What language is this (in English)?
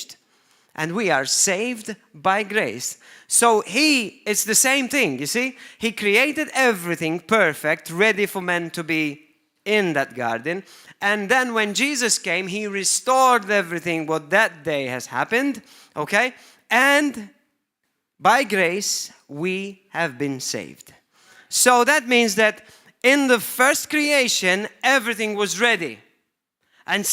English